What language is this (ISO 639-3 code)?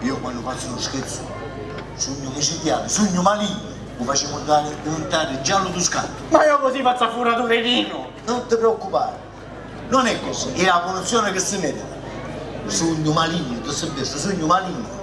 scn